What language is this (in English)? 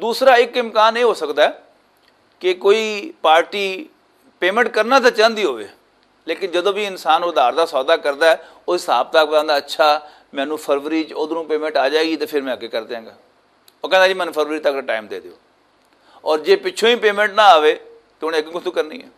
Western Panjabi